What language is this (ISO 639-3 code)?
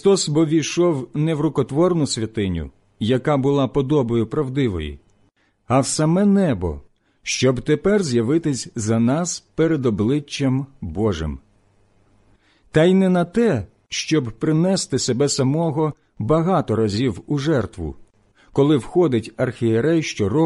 ukr